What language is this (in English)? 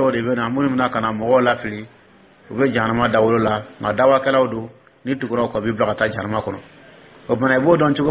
Dyula